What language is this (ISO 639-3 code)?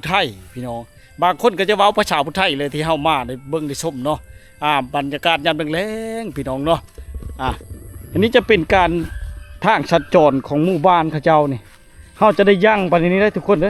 lao